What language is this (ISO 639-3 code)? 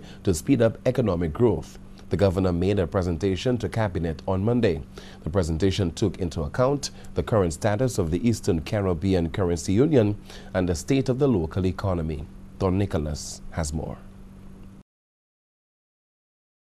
eng